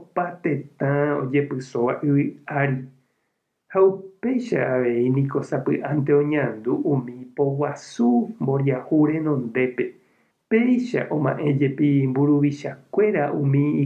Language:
Guarani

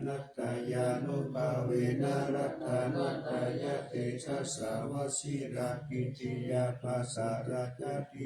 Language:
Pali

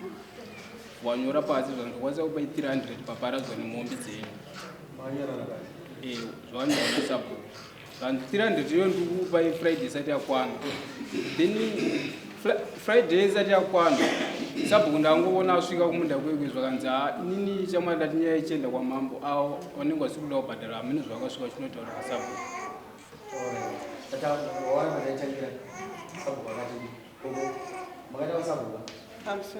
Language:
Shona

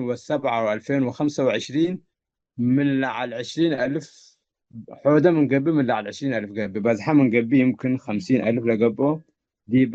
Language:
Tigre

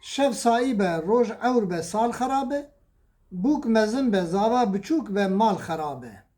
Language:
Kurdish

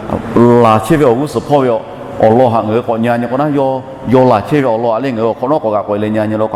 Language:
Lahu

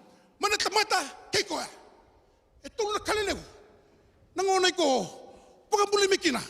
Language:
Fijian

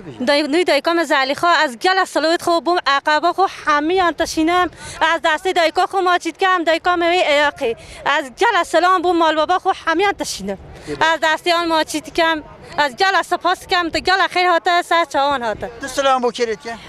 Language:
Kurdish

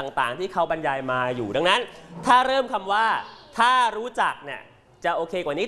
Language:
Thai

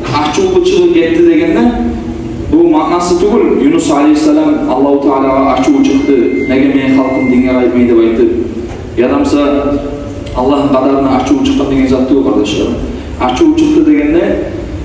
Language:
Kumyk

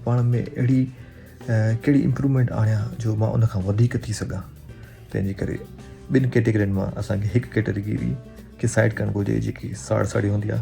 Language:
Sindhi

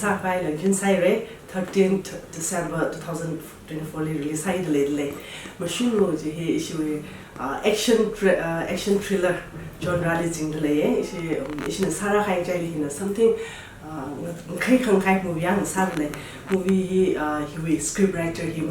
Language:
Tangkhul Naga (India)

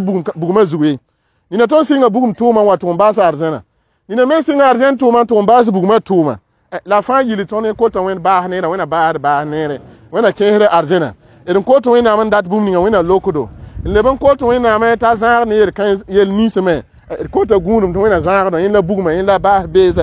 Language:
Mossi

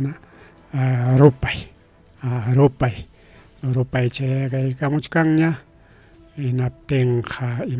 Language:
Ayacucho Quechua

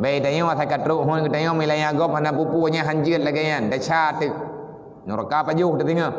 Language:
Achinese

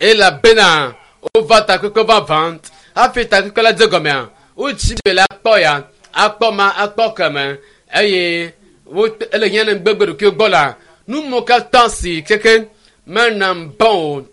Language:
Ewe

